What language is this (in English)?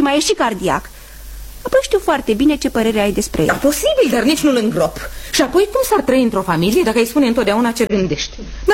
Romanian